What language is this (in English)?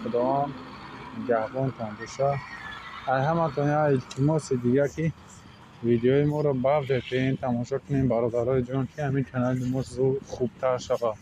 Tajik